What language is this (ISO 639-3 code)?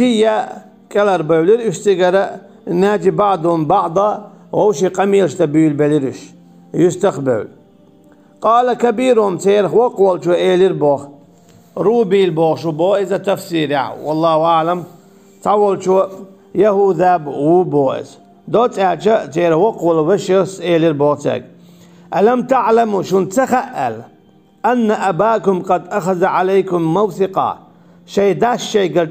che